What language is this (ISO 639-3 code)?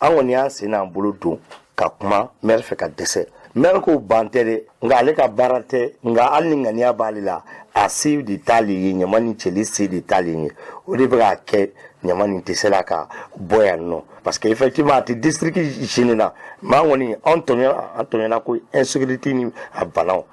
bam